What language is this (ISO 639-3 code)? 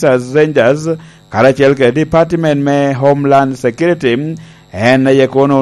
laj